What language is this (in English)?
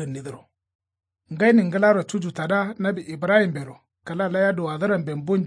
Kanuri